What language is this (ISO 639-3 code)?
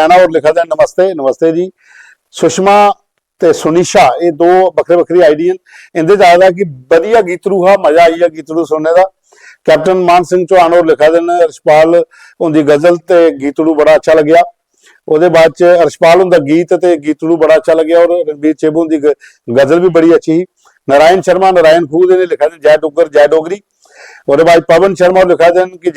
doi